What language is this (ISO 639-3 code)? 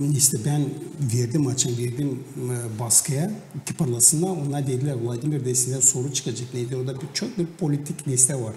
gag